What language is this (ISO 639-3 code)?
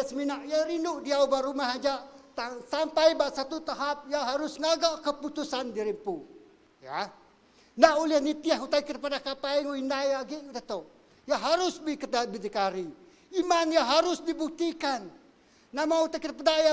iba